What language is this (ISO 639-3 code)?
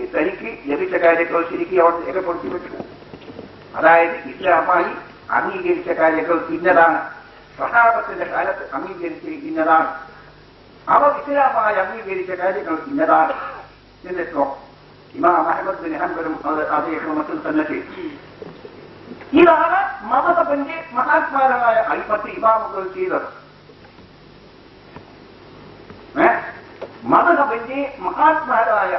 mal